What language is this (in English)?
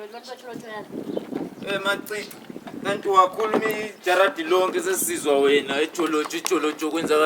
Zulu